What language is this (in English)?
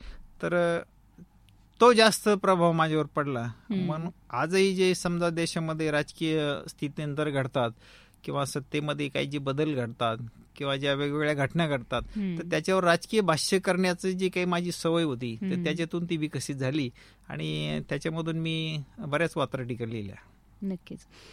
Marathi